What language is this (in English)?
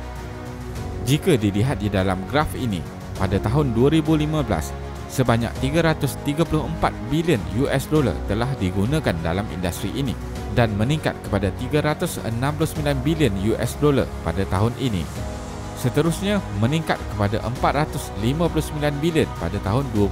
Malay